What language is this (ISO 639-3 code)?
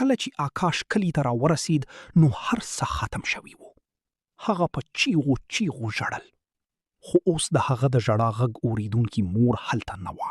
pus